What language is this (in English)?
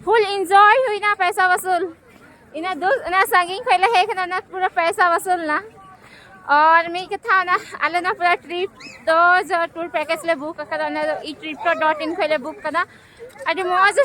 Santali